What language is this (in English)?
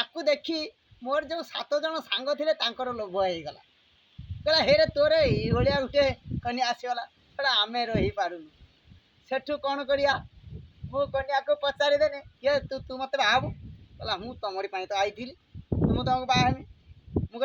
Odia